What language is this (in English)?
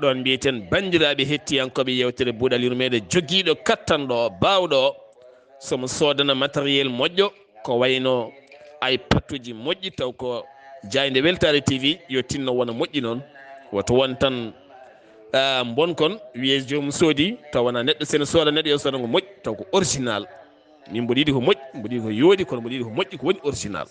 Fula